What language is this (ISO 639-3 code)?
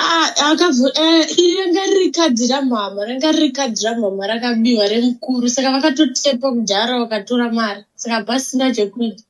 sna